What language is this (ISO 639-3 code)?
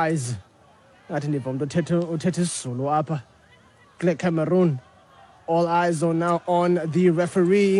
xho